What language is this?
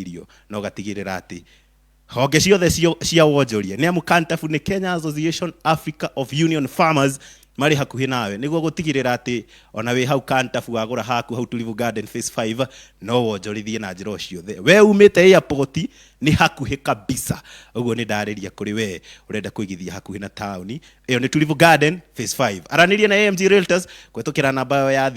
Kikuyu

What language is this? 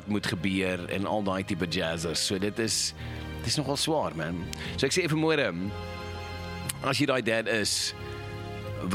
Afrikaans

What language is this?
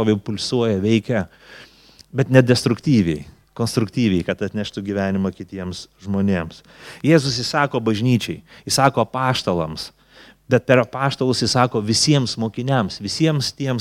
Lithuanian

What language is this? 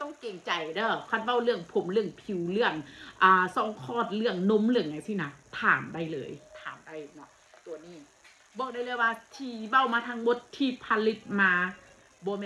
Northeastern Thai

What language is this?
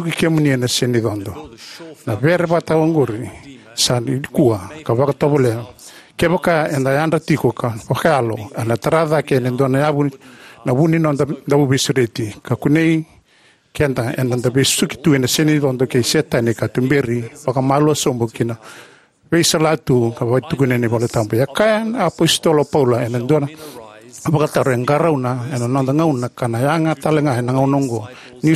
Fijian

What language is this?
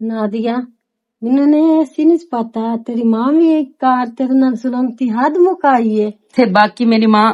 Western Panjabi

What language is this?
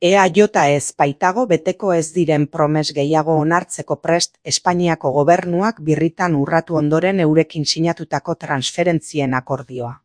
Basque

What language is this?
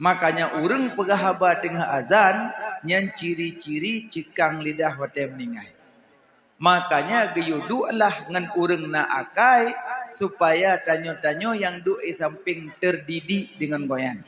Achinese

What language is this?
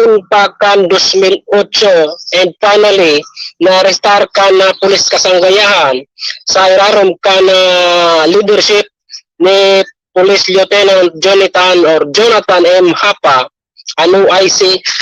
Bikol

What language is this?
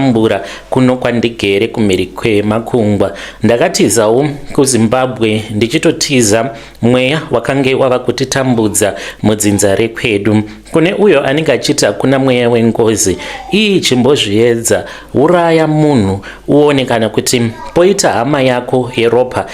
Shona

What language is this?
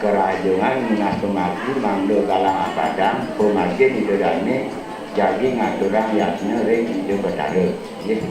Balinese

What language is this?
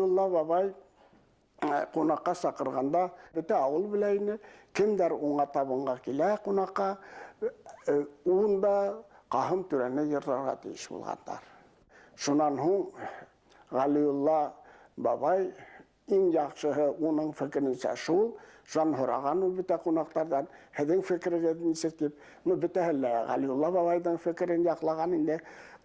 Bashkir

